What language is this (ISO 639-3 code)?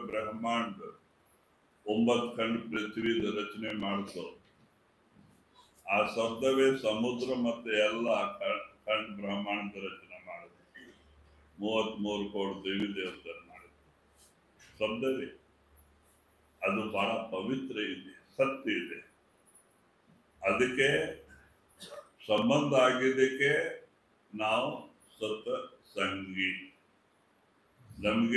kan